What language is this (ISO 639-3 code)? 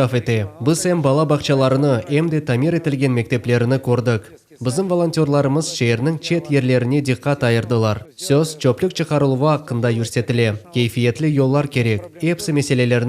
crh